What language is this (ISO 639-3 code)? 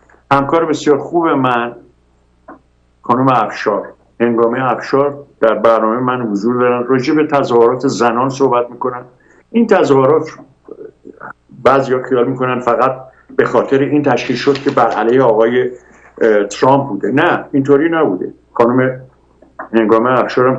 fas